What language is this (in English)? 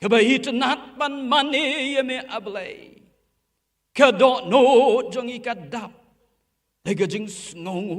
Khasi